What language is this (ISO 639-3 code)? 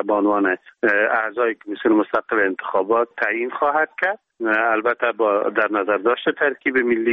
fas